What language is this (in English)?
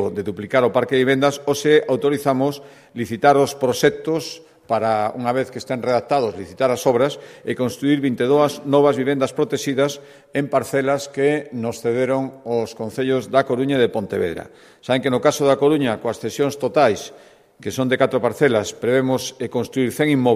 Galician